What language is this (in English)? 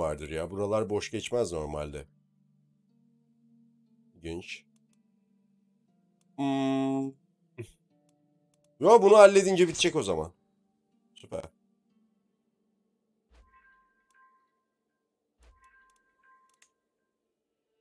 Turkish